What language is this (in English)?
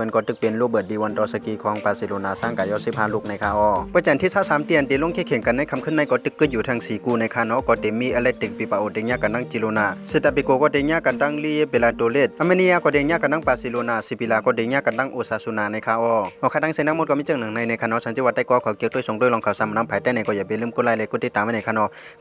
Shan